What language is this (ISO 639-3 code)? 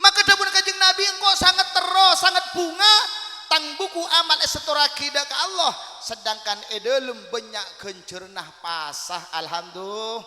mad